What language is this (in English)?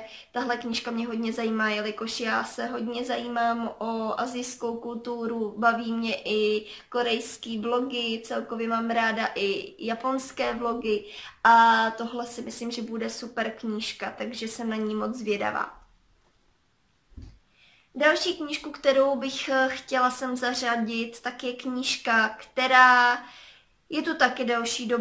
Czech